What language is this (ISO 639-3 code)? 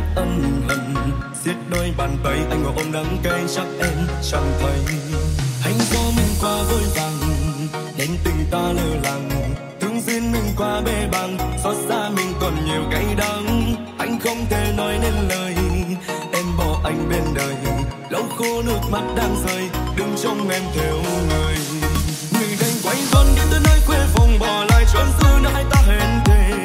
vie